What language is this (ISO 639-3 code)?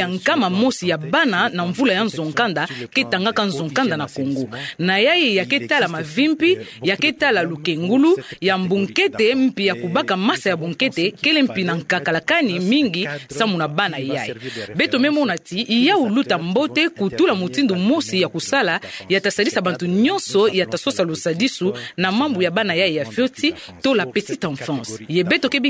ktu